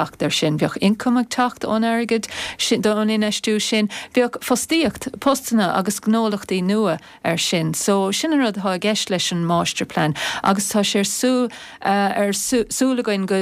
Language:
Irish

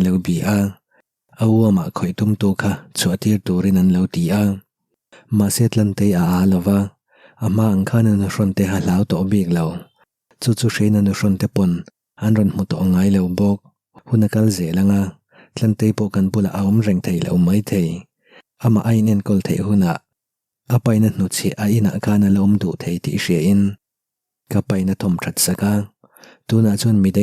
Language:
Mizo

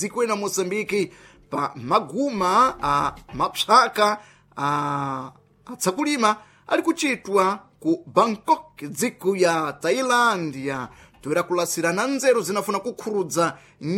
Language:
Sena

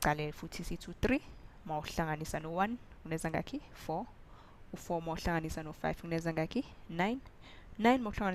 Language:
Zulu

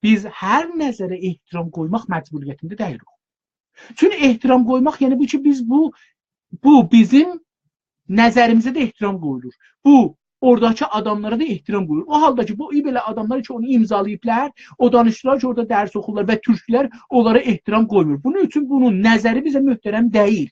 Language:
South Azerbaijani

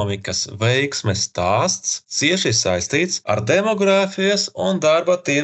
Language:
Latvian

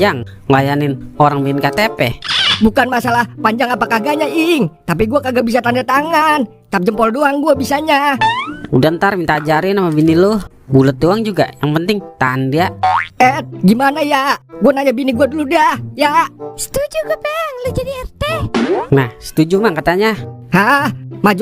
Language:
Betawi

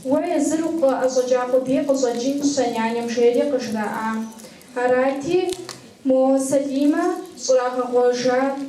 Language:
Kabardian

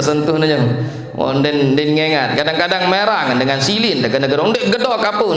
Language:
Sasak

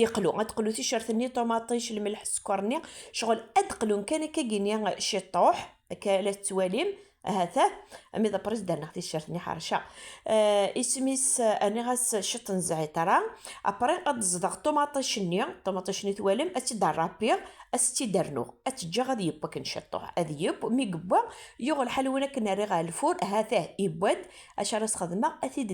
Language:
Kabyle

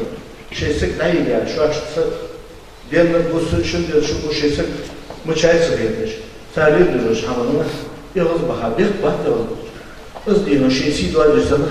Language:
Ingush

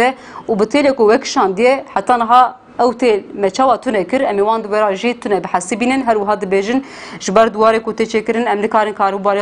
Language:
Kurdish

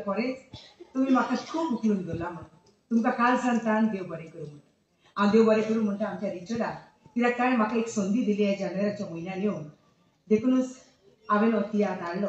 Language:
Konkani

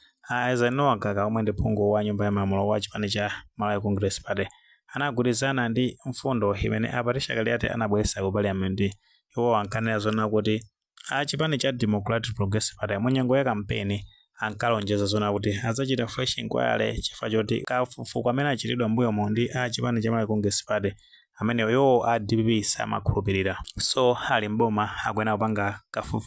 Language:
Nyanja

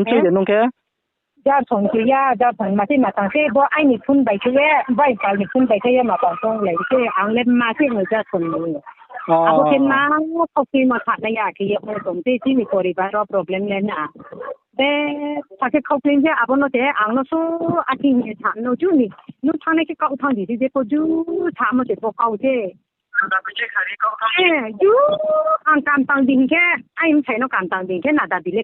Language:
Riang (India)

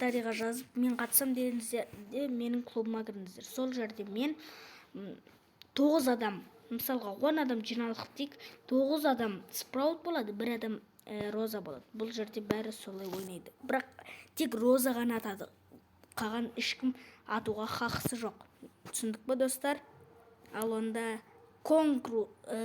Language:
Kazakh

